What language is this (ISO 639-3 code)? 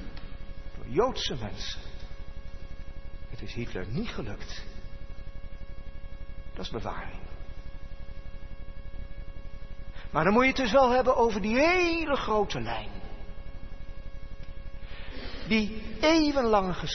nld